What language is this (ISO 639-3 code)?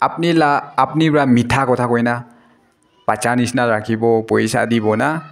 nag